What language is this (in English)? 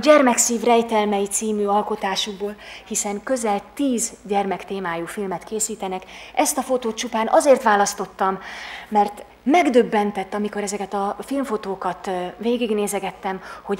Hungarian